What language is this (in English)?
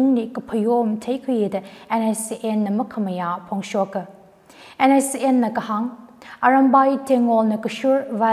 Tangkhul Naga (India)